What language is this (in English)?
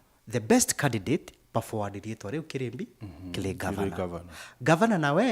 Meru